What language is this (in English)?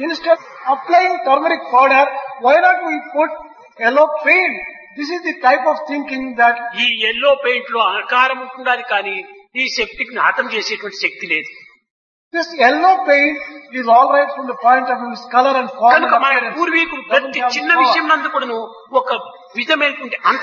Telugu